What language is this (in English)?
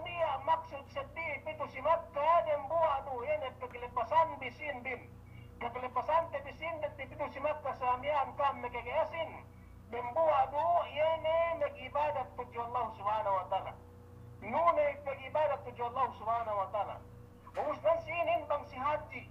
Yakan